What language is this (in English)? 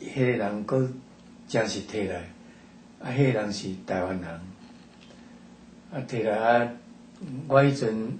Min Nan Chinese